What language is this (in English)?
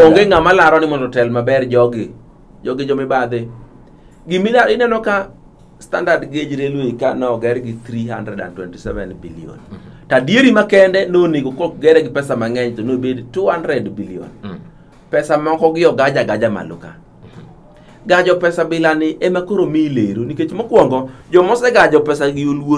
Luo (Kenya and Tanzania)